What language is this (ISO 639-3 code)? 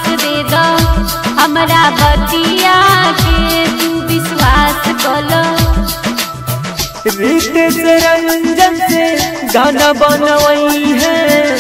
bho